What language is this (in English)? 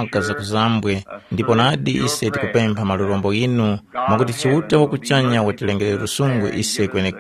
Tumbuka